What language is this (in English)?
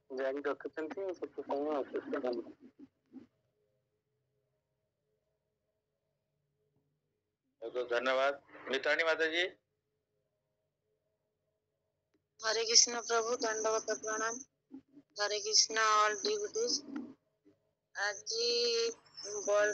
Odia